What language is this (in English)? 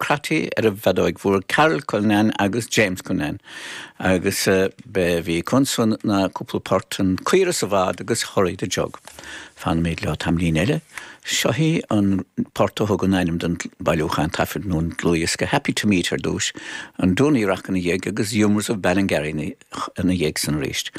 Irish